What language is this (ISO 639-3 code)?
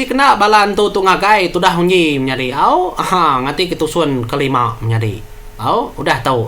iba